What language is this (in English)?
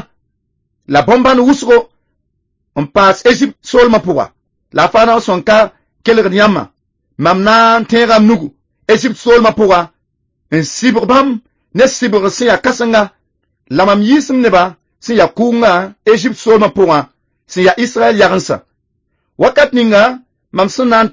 Mossi